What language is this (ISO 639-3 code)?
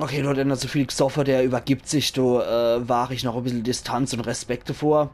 pfl